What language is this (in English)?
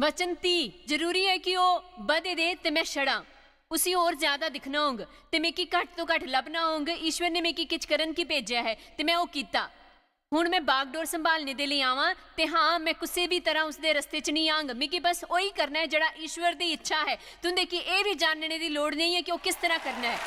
Dogri